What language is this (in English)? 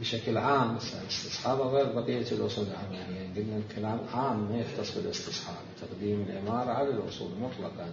Mesopotamian Arabic